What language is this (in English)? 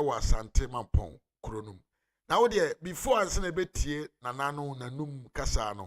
Akan